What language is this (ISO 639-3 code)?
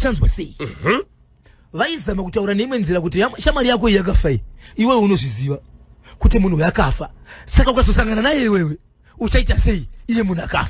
sna